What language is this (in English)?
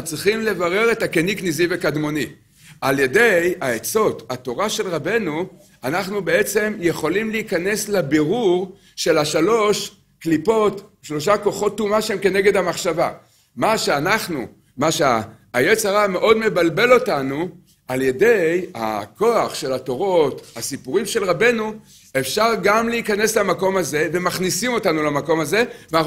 Hebrew